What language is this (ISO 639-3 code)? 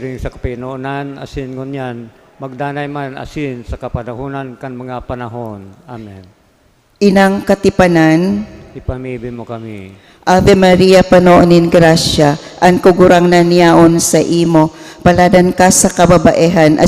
bik